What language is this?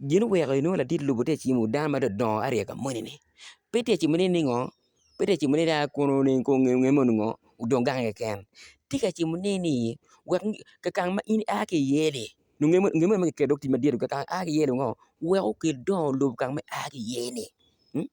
Acoli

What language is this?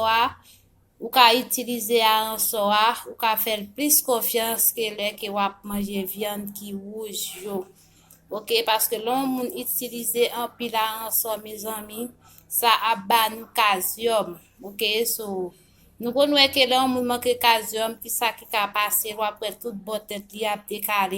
Haitian Creole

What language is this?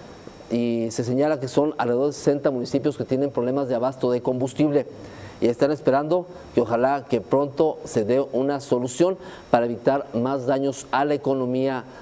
Spanish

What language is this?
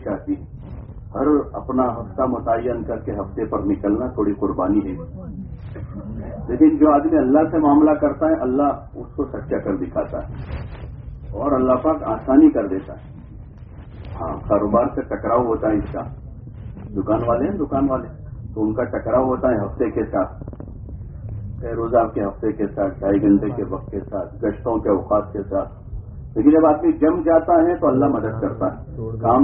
Urdu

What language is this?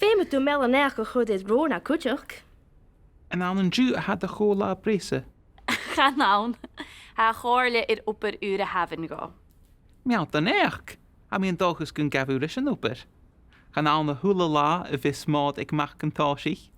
Scottish Gaelic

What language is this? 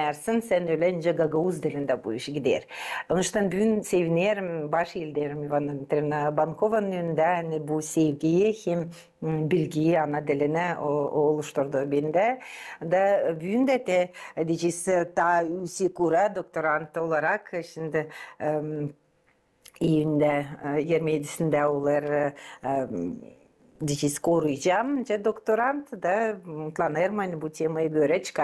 Gagauz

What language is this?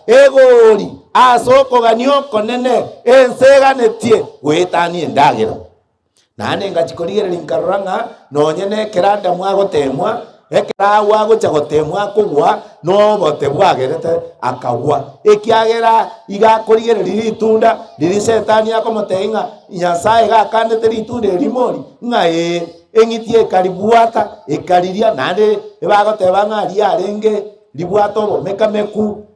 Gusii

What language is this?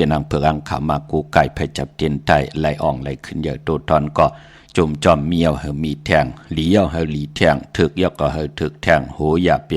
Shan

